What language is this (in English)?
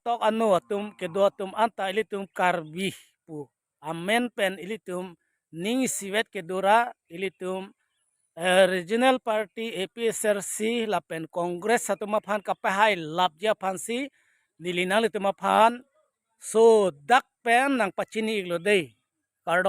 Karbi